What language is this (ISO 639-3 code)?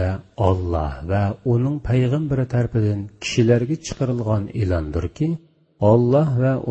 uig